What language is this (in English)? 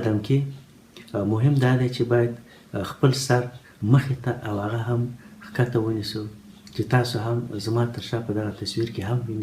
Pashto